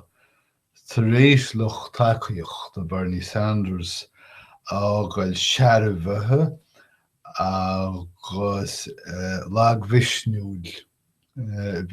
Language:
Irish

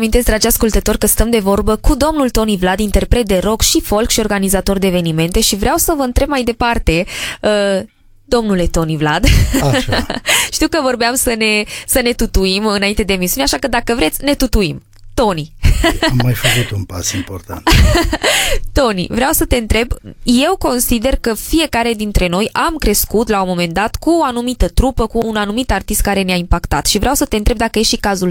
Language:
Romanian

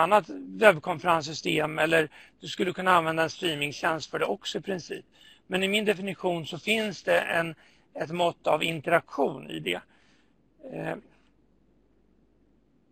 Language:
Swedish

